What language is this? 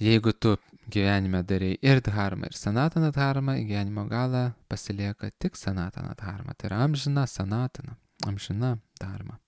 Lithuanian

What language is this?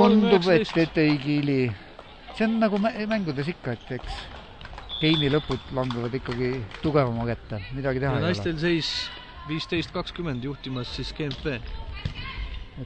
Estonian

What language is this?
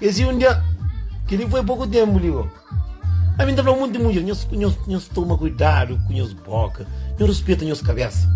Kabuverdianu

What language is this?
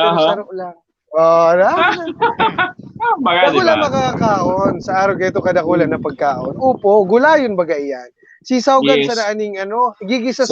Bikol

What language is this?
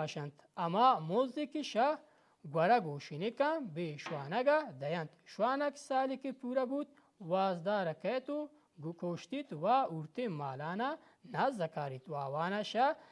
Baluchi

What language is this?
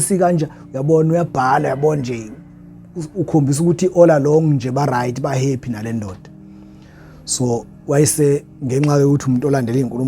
Zulu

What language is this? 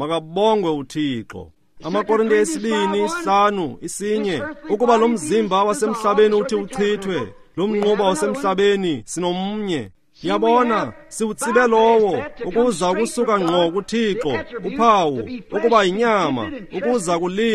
Xhosa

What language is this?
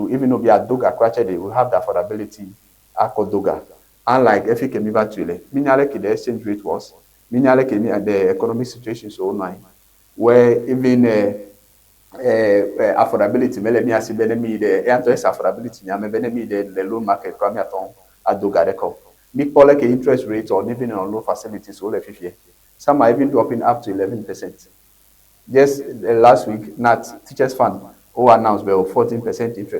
Ewe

